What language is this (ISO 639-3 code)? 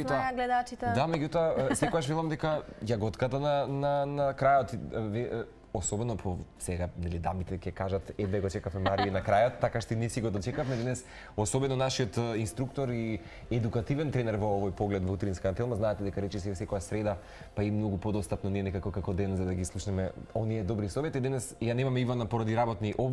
mkd